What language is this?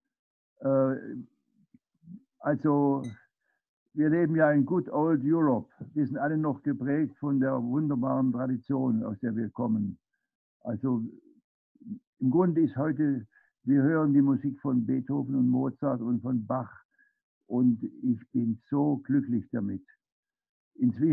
German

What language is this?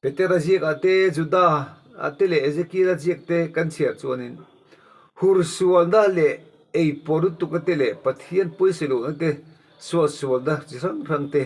Mizo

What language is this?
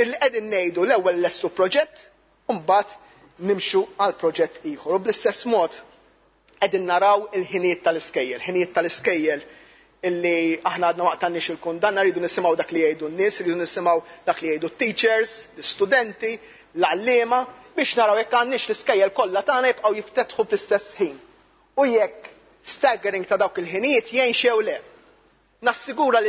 Maltese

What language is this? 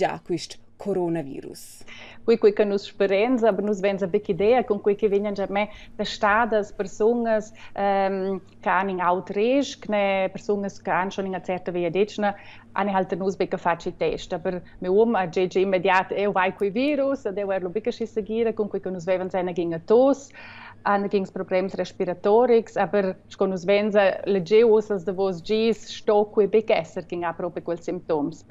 Romansh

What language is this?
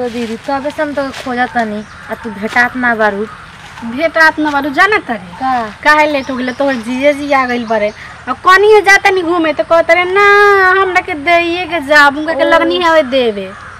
Bhojpuri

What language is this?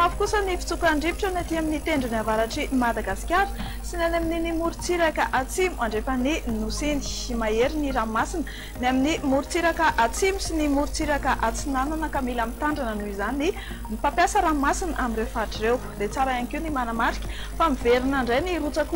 Malagasy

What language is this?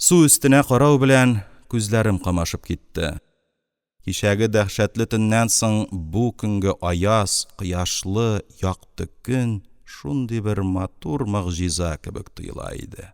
Tatar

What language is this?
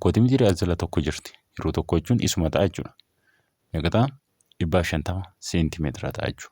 Oromo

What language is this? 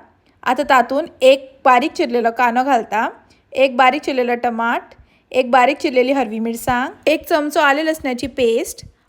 Konkani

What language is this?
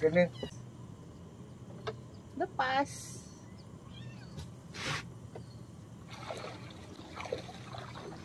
Malay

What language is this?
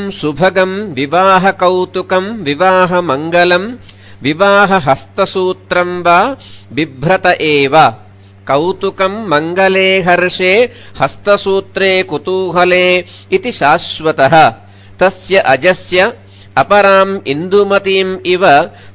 Sanskrit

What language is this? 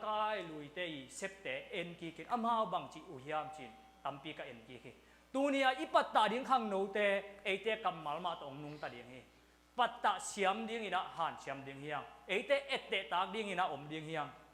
Tedim Chin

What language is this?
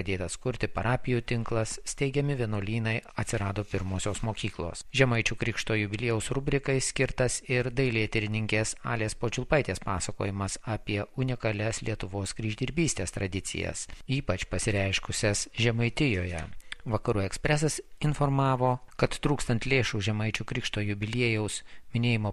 Lithuanian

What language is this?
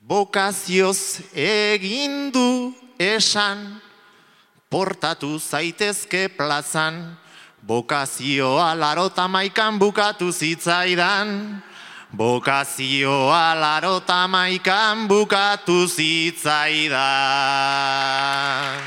Basque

